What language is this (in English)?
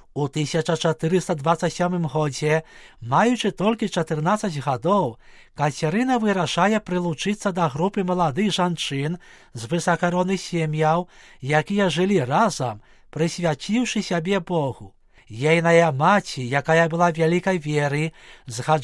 Belarusian